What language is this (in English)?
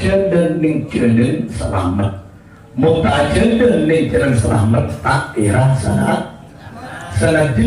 Madurese